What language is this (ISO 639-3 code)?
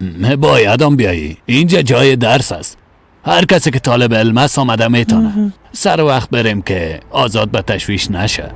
fas